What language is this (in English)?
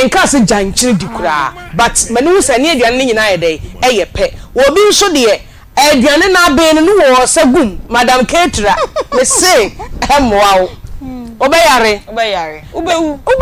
Akan